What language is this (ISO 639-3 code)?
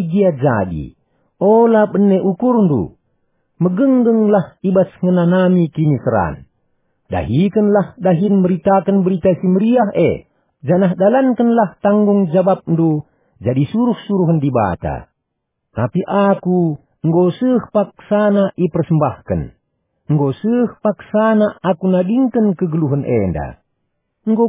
btx